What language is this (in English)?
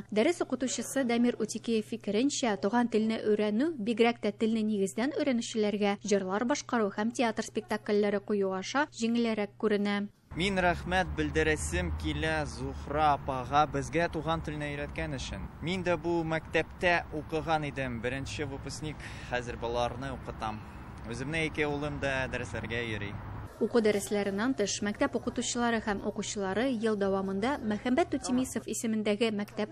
Tatar